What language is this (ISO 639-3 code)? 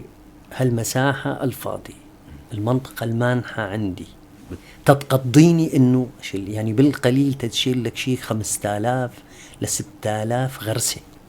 apc